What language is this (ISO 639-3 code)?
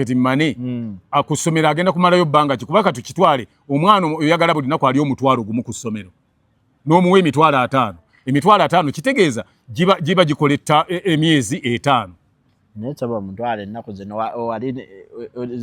lug